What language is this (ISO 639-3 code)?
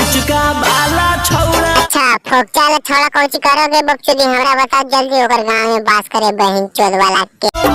mag